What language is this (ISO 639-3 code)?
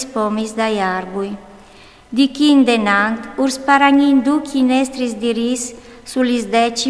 fur